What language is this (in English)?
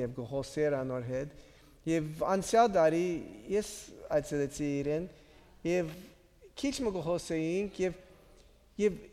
Western Armenian